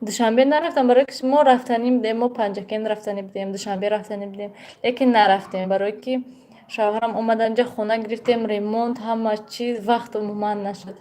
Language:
Tajik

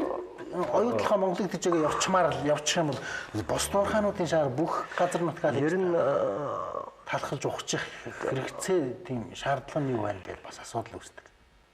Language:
Mongolian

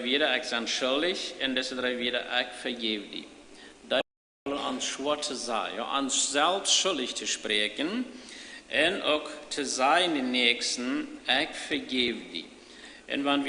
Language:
Plautdietsch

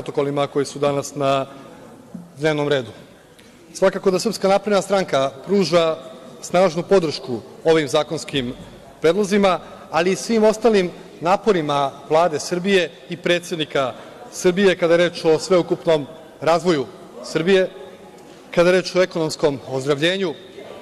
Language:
Serbian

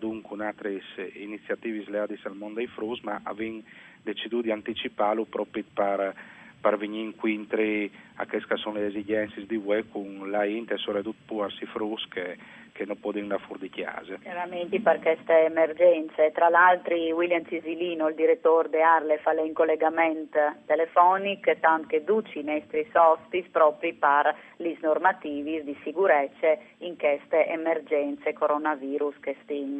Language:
Friulian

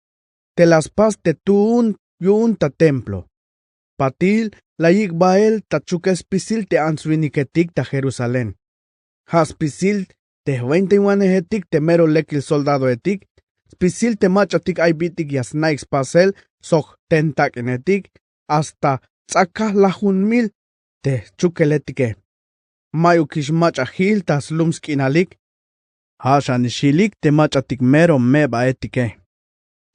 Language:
Tzeltal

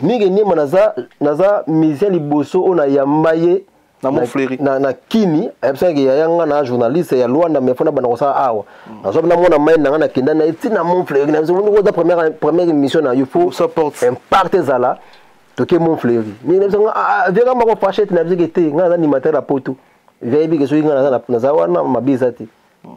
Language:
Lingala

